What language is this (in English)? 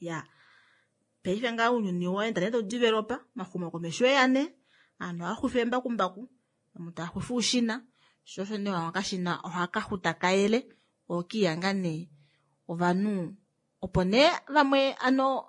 Kuanyama